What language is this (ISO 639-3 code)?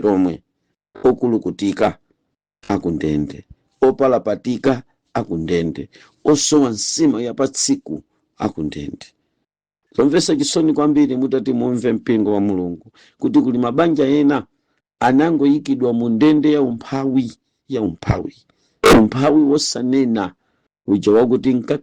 nya